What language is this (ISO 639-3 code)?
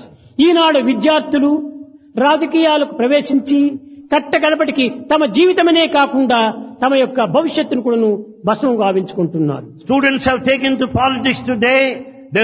tel